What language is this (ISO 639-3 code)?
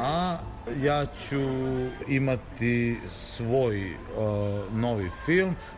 srp